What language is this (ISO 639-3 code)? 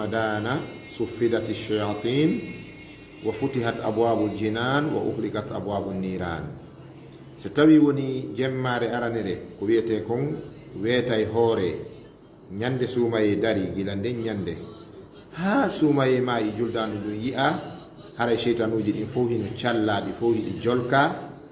ful